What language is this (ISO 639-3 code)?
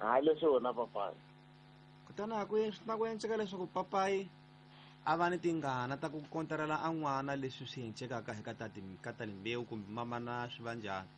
tso